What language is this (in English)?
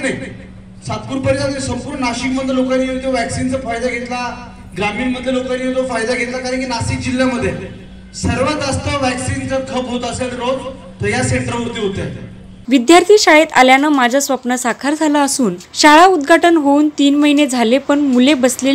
Marathi